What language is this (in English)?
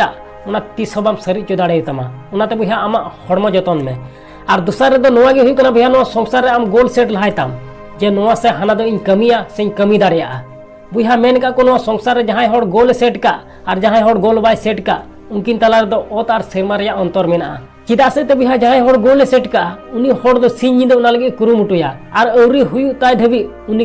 Santali